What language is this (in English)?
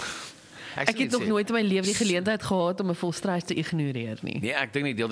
Afrikaans